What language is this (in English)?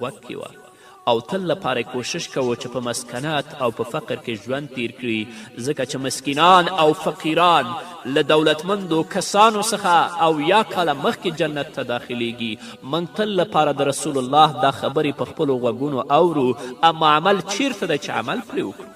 Pashto